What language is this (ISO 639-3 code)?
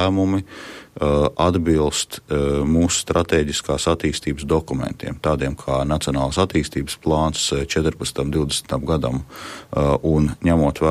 lav